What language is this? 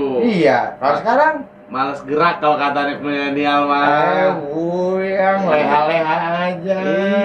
Betawi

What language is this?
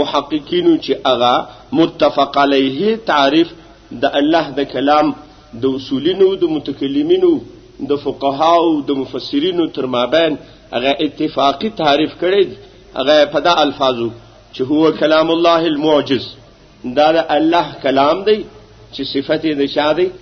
Pashto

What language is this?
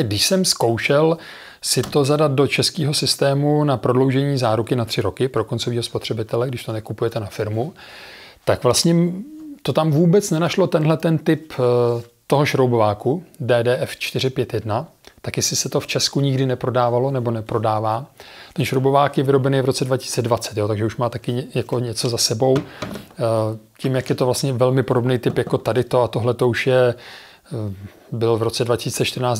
Czech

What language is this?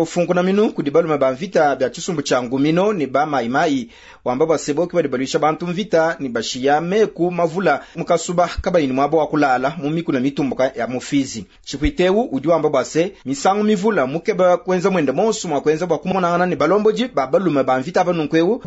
Luba-Lulua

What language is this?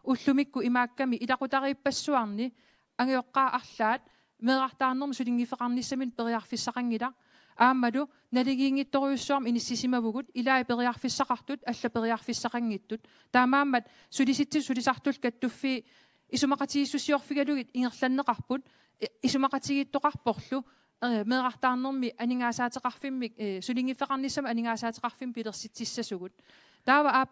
Kalaallisut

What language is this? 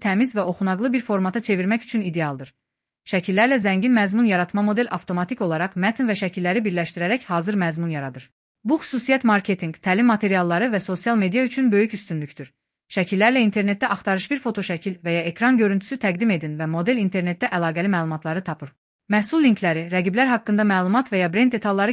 Azerbaijani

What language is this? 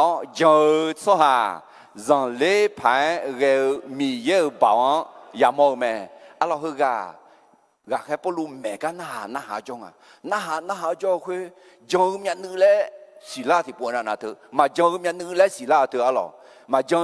Akha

